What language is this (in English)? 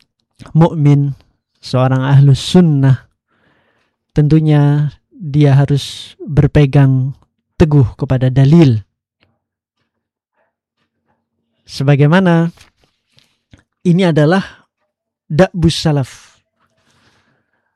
Indonesian